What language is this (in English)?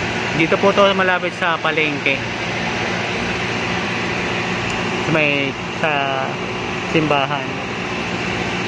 Filipino